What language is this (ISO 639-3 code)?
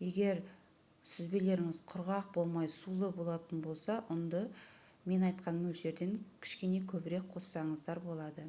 kaz